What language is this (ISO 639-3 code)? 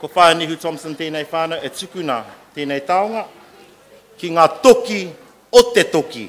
mri